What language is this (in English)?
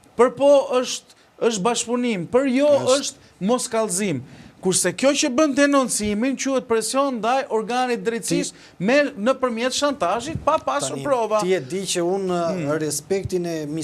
Albanian